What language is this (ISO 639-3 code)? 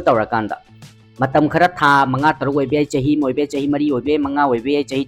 mni